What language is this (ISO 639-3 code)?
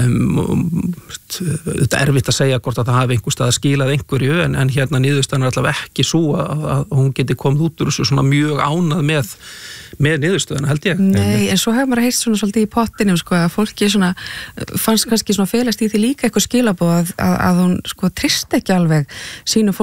isl